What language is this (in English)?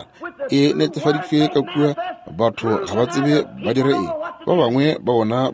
Northern Sotho